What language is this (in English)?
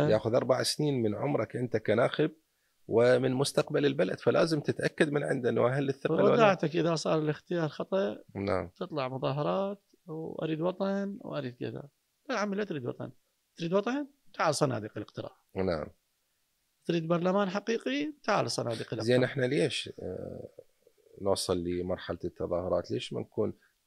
Mesopotamian Arabic